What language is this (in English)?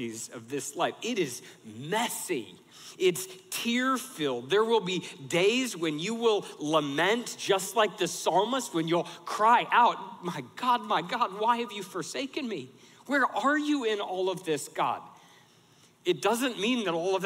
English